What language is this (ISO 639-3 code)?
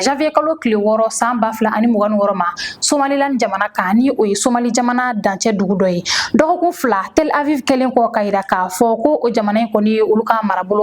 bam